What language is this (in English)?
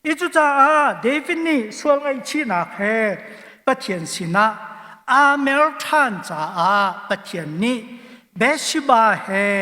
Hakha Chin